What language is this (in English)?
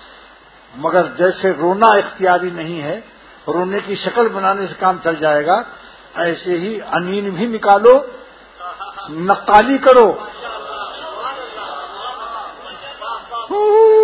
Urdu